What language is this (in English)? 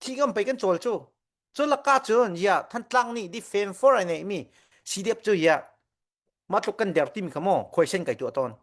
Hakha Chin